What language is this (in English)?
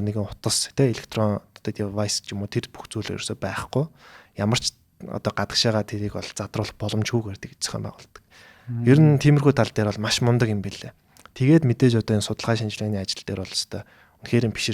Mongolian